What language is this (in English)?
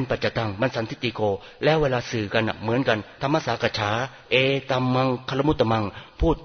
Thai